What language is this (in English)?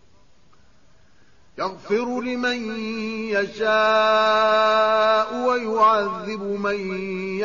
Arabic